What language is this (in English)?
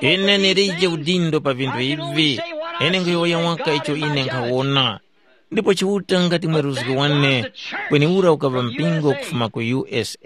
Tumbuka